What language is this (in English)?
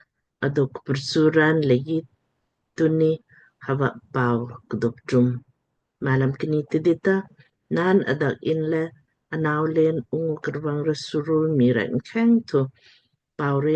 Lamkang